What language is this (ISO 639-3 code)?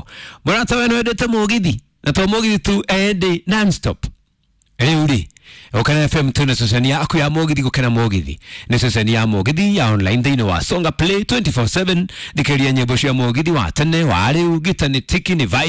kik